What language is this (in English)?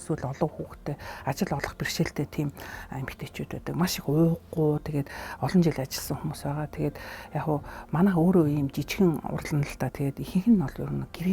Mongolian